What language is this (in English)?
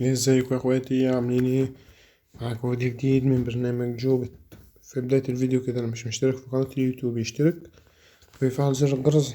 Egyptian Arabic